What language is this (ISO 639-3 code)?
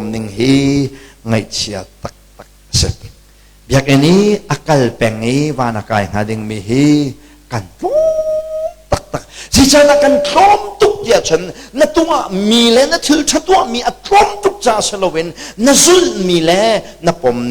cnh